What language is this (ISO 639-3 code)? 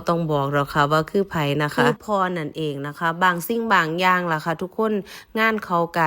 tts